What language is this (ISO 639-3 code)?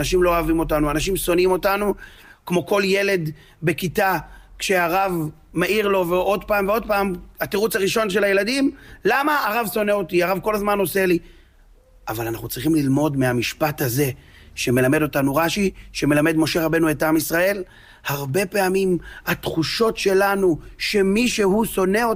heb